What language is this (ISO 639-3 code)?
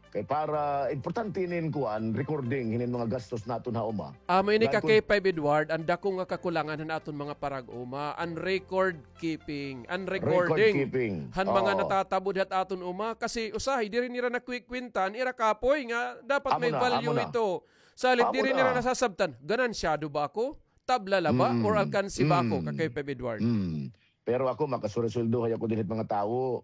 war